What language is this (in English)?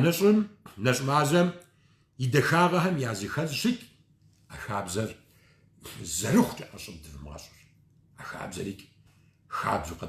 Kabardian